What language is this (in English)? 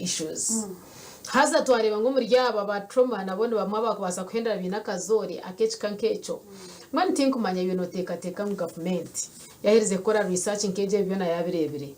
Nyankole